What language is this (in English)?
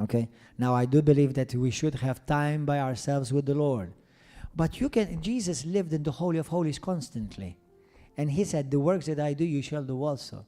English